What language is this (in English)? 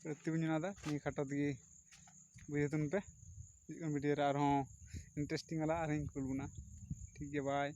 Santali